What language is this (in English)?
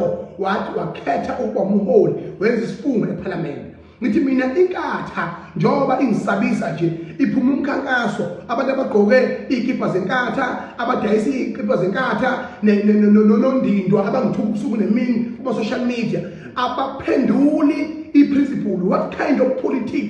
Zulu